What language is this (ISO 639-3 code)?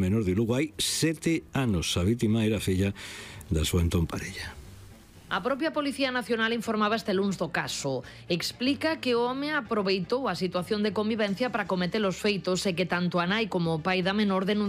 glg